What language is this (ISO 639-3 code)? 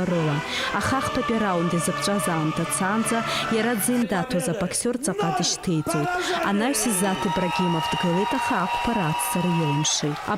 abk